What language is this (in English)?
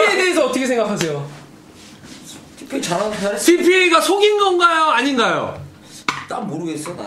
Korean